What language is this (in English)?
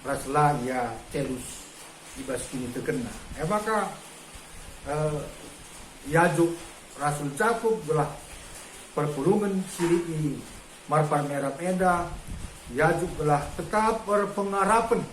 Batak Karo